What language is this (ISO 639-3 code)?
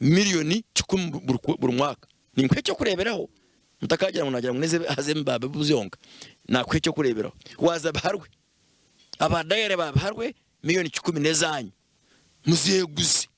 nyn